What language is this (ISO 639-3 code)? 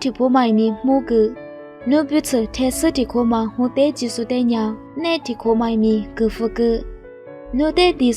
lis